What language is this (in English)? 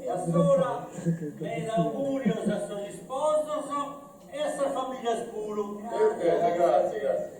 Sardinian